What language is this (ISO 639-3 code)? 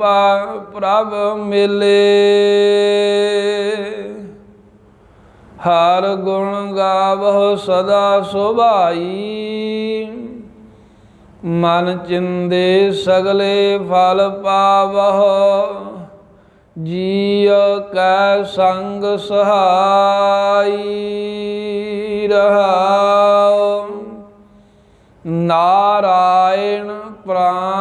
pan